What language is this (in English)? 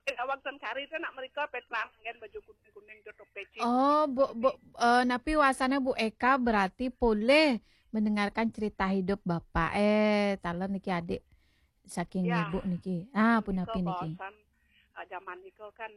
Balinese